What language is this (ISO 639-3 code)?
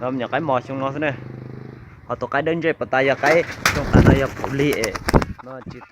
hmn